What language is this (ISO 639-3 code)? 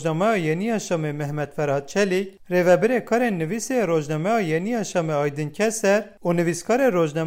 kur